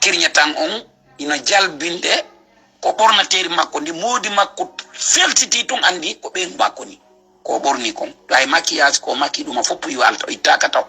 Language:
Fula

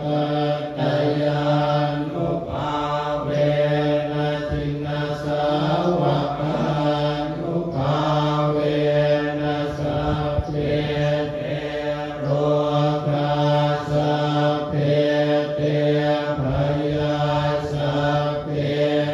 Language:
Pali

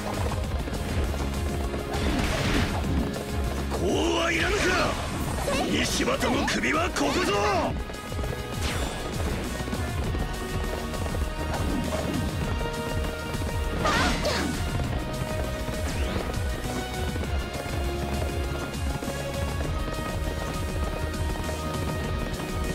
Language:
Japanese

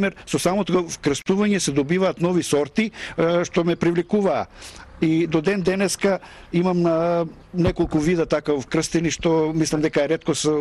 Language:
Macedonian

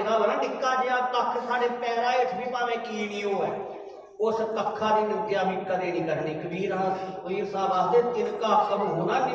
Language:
Dogri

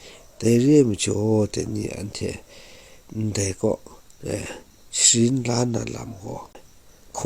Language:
Kachin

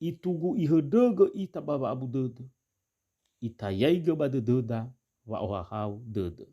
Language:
Nias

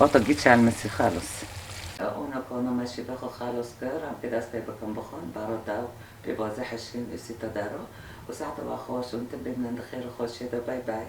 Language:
Kurdish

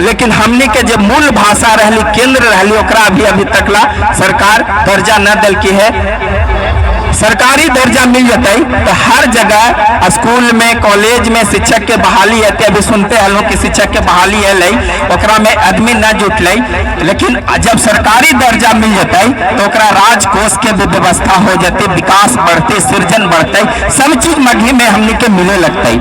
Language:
Magahi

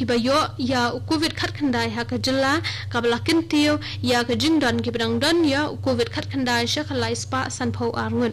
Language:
Khasi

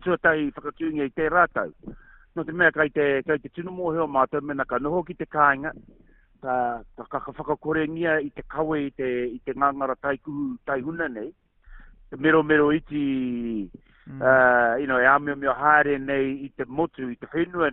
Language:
Māori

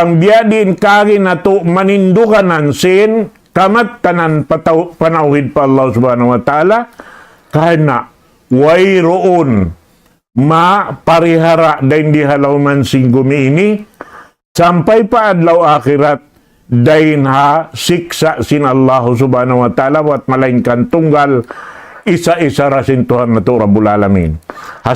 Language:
Tausug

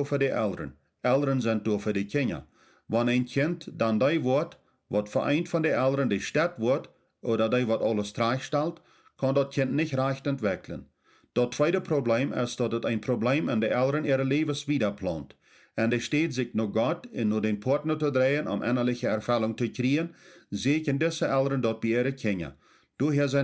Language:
Plautdietsch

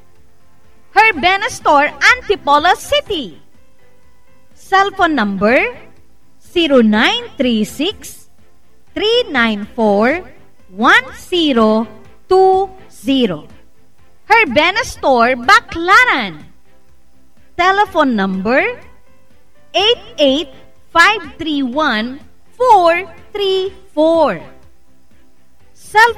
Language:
Filipino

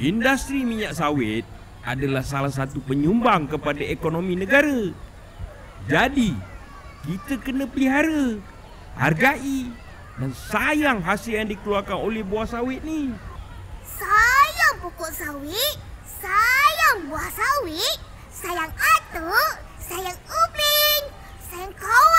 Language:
Malay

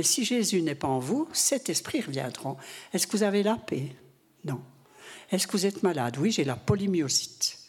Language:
French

